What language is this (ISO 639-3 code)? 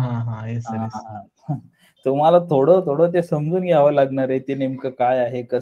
mar